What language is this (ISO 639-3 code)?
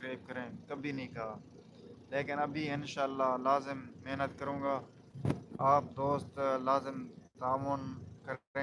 skr